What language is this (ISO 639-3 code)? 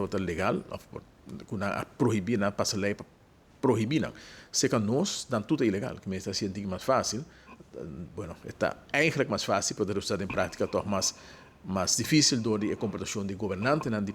pap